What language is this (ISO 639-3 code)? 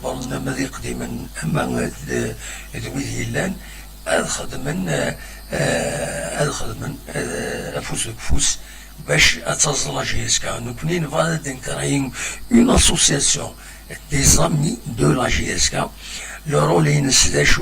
kab